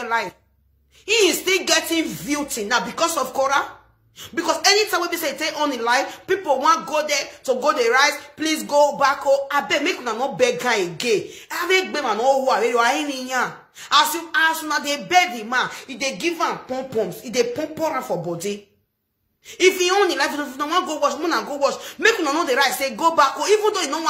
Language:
Nigerian Pidgin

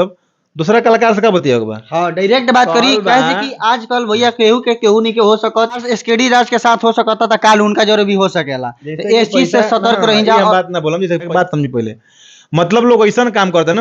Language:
Bhojpuri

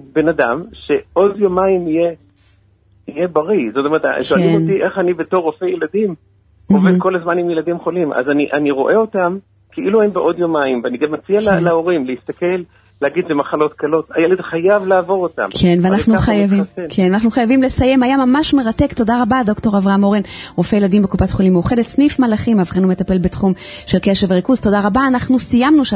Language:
Hebrew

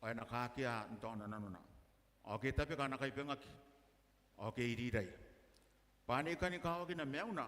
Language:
Gilbertese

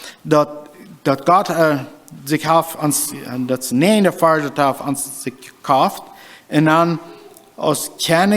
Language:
Plautdietsch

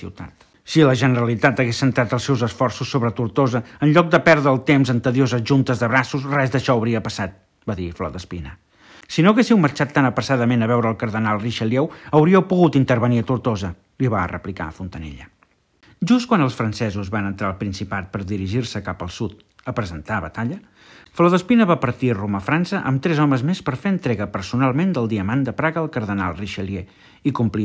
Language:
Catalan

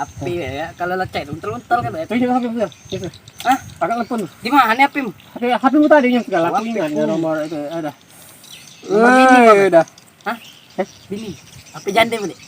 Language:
Musi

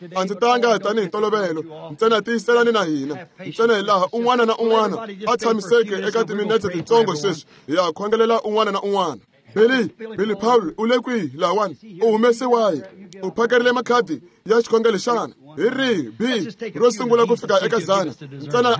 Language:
Tsonga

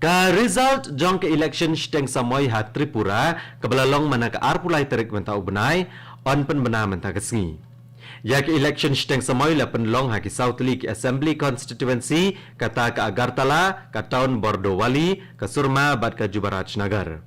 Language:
Khasi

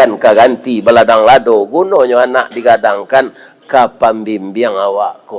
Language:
Minangkabau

